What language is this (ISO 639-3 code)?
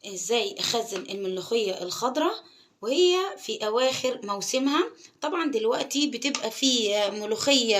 arz